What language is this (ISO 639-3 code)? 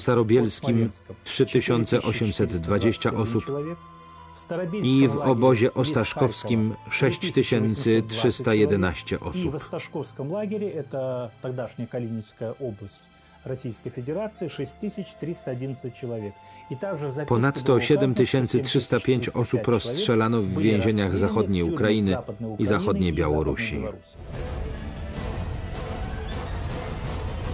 pol